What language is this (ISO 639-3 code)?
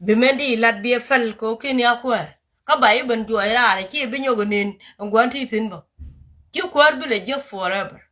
nus